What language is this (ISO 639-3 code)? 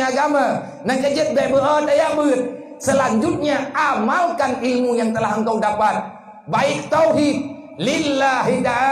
ace